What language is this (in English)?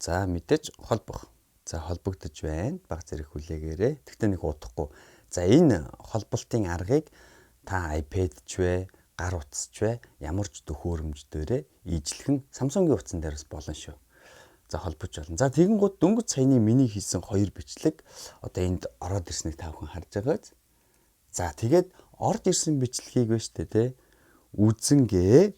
Mongolian